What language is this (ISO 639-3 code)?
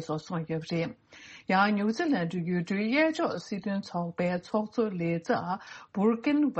bod